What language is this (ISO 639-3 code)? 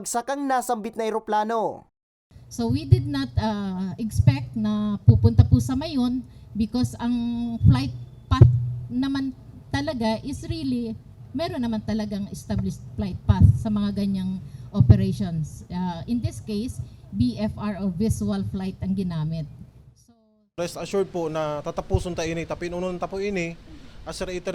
bik